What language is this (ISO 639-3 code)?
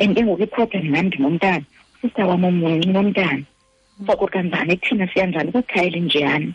xho